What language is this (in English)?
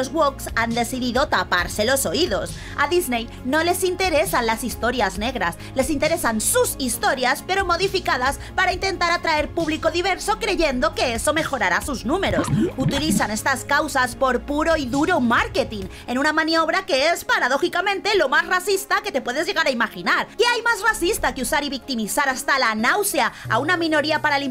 Spanish